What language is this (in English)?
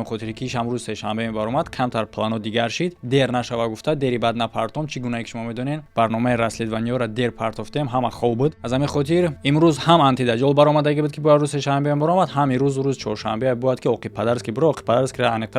Tajik